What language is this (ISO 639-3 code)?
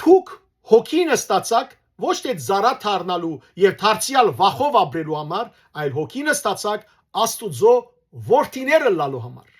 hyw